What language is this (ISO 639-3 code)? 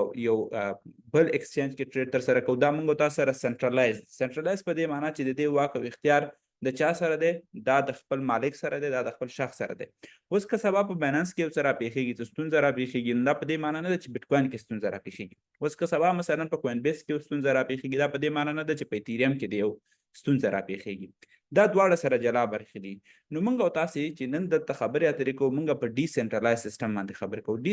pus